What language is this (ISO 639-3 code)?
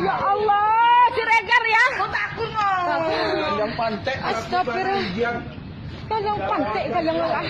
bew